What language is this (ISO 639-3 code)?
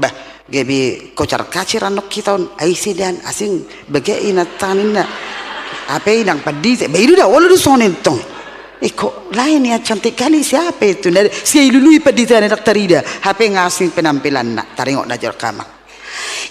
bbc